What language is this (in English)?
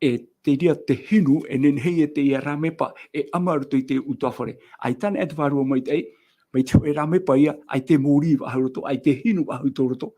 Tahitian